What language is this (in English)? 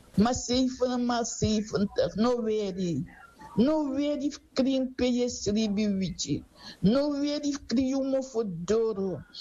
Sranan Tongo